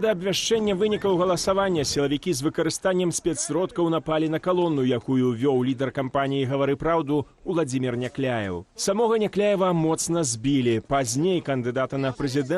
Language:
Belarusian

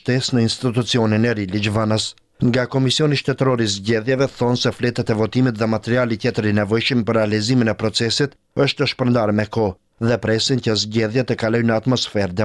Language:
Albanian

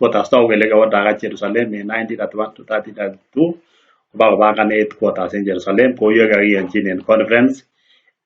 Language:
Kalenjin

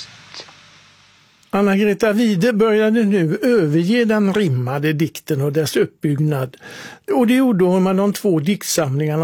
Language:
Swedish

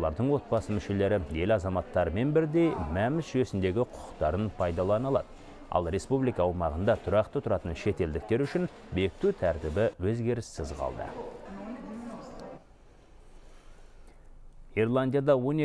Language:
Kazakh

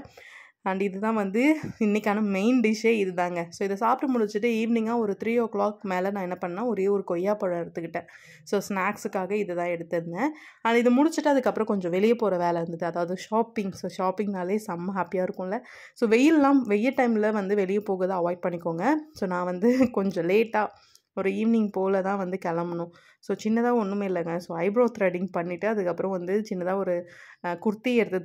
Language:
Tamil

